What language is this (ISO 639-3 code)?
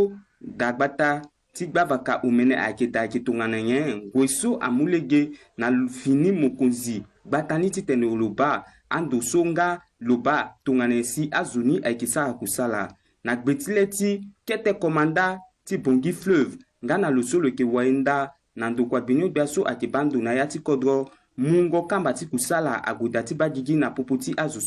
sag